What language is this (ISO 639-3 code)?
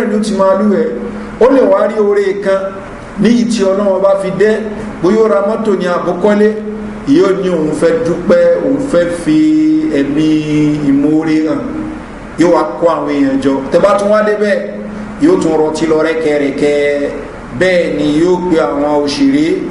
yor